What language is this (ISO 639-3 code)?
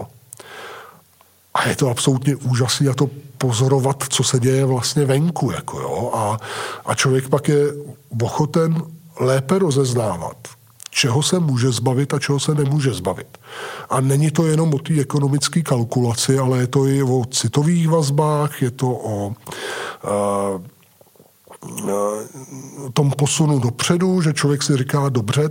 ces